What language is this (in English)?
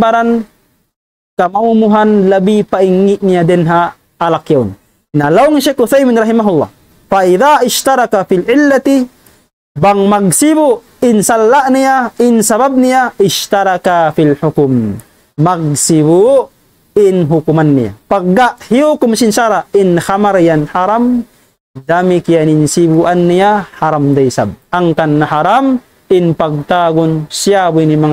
Tausug